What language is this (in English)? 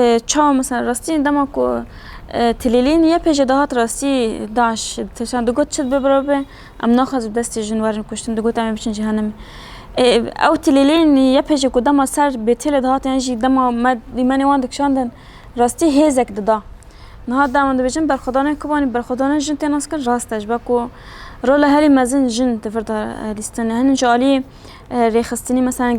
Kurdish